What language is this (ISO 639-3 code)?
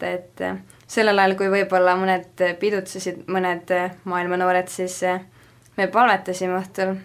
est